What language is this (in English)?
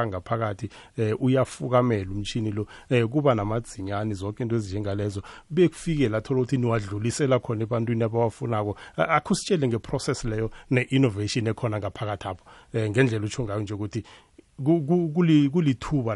South Ndebele